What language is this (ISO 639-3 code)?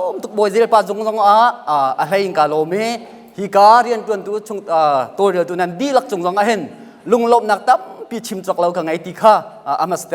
cnh